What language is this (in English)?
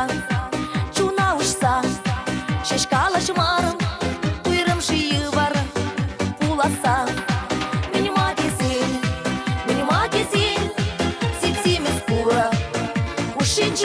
Chuvash